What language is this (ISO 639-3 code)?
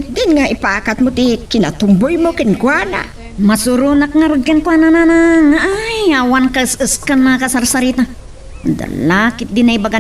ilo